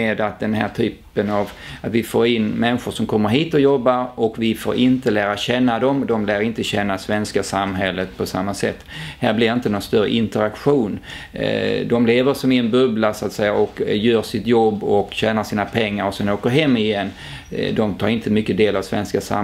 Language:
Swedish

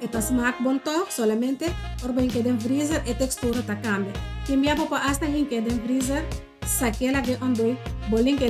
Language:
Papiamento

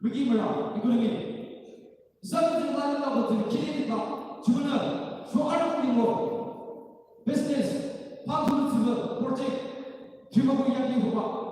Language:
Yimchungru Naga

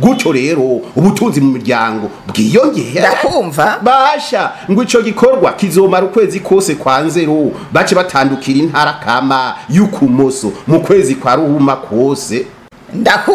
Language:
Rundi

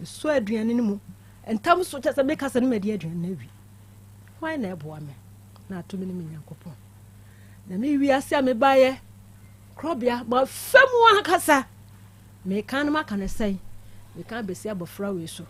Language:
Akan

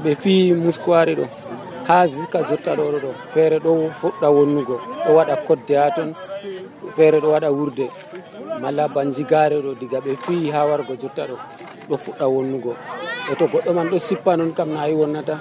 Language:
Nigerian Fulfulde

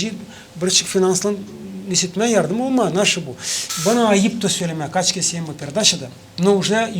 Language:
Gagauz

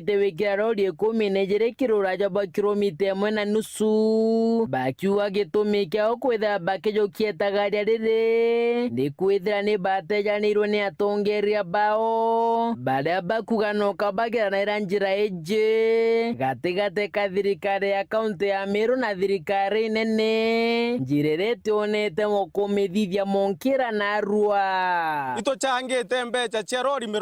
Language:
Meru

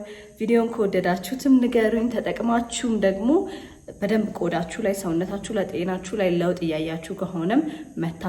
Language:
Amharic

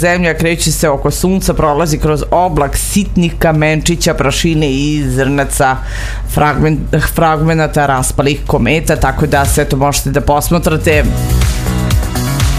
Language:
Serbian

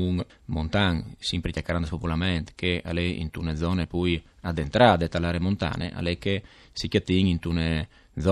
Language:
Friulian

